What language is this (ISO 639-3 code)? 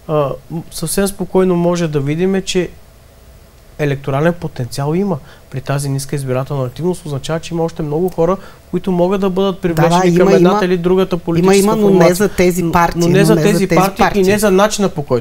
bul